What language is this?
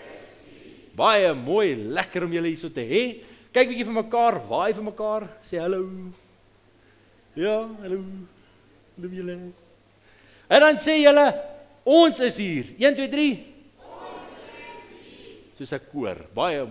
Afrikaans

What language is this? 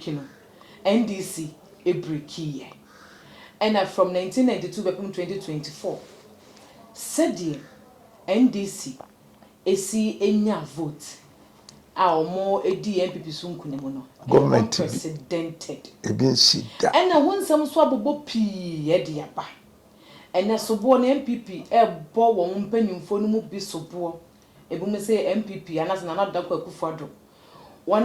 Akan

